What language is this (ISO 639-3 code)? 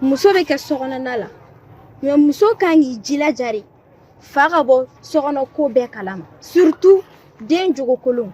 bam